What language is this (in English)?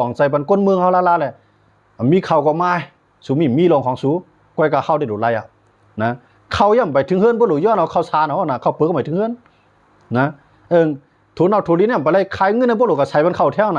Shan